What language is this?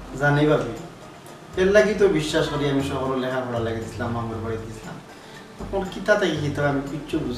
Sylheti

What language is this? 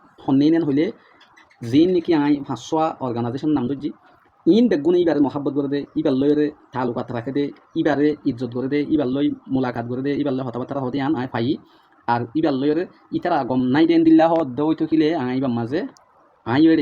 Rohingya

